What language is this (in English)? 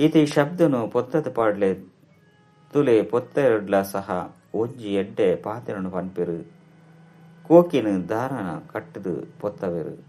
Tulu